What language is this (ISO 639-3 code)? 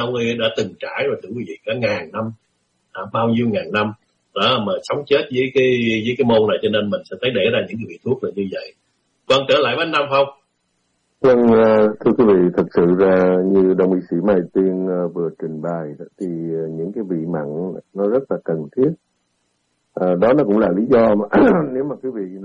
vie